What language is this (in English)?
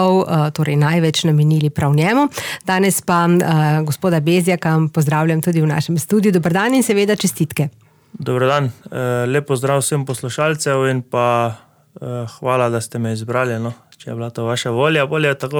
Slovenian